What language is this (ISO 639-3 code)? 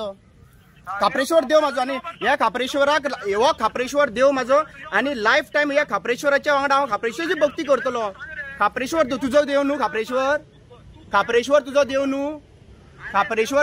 kok